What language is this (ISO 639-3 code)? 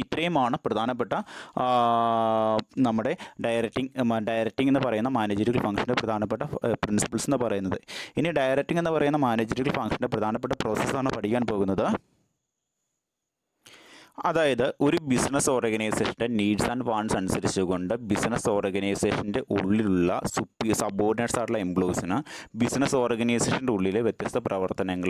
mal